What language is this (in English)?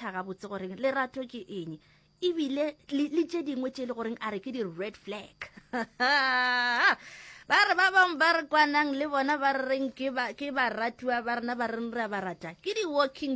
Northern Sotho